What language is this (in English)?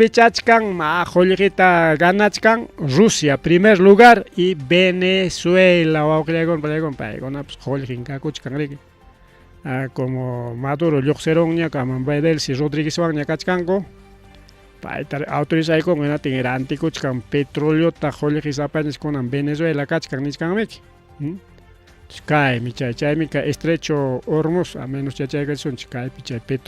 Ayacucho Quechua